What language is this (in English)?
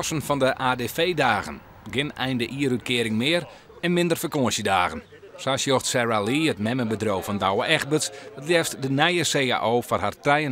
Western Frisian